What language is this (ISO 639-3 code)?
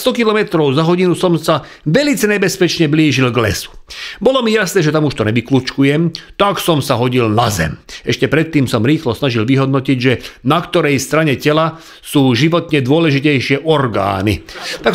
slk